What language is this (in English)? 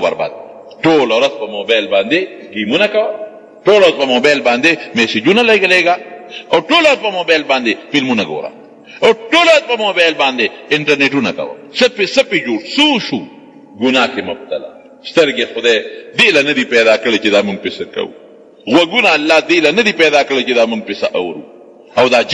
Pashto